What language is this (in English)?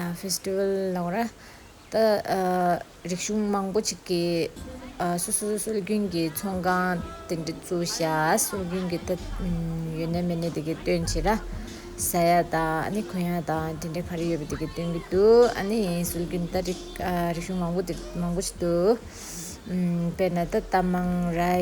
Tibetan